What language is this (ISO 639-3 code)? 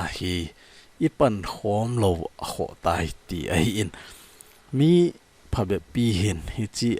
tcz